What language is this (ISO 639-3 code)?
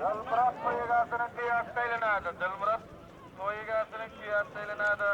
tuk